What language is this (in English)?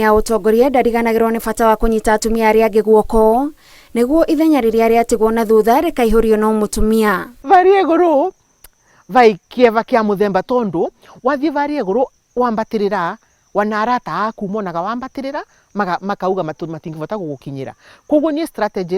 Kikuyu